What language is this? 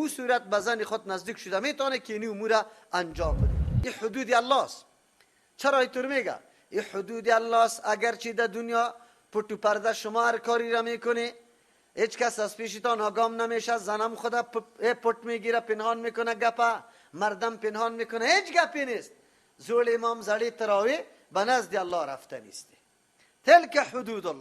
Persian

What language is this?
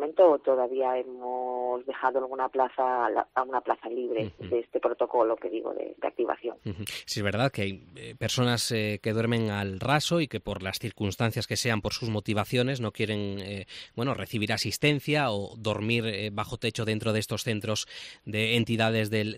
Spanish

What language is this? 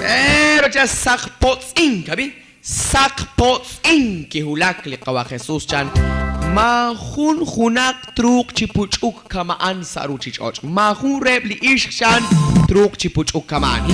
Kekchí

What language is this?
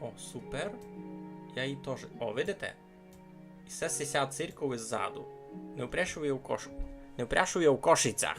Rusyn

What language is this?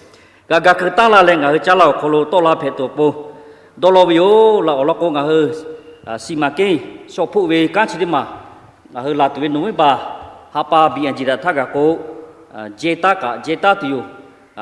Lahu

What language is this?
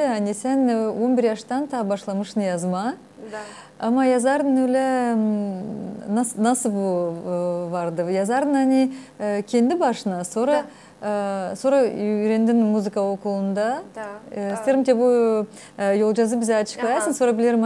Gagauz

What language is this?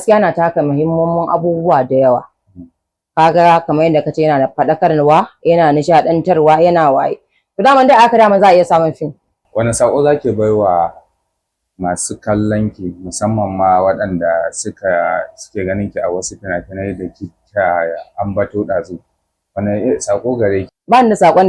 Hausa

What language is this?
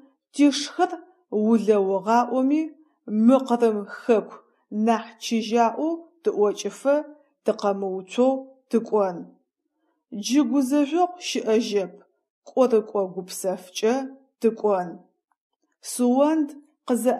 Adyghe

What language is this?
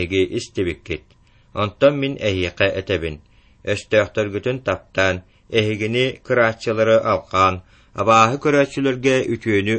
Yakut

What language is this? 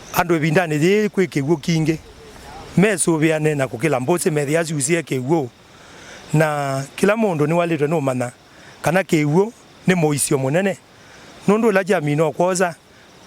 Kamba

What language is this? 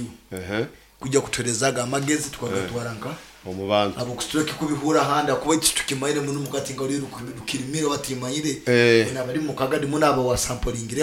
Nyoro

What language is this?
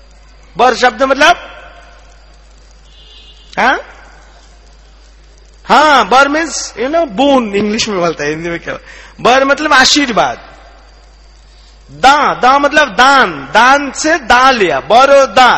Hindi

